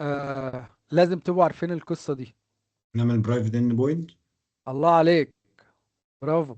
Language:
Egyptian Arabic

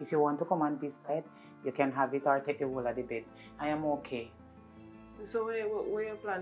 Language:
Jamaican Creole English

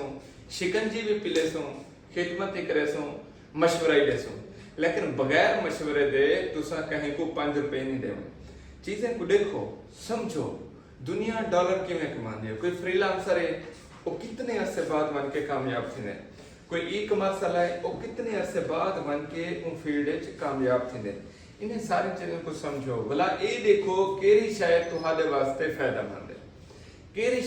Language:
Saraiki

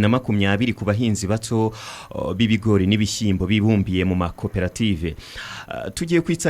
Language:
Kinyarwanda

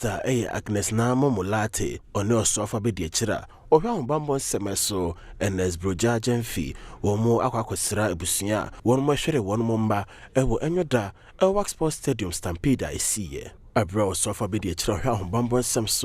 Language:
Akan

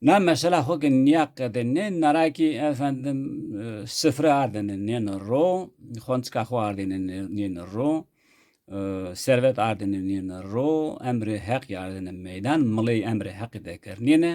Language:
Zaza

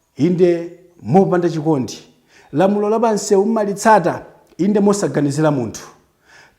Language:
Nyanja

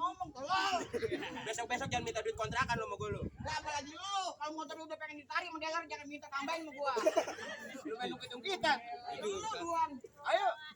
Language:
Betawi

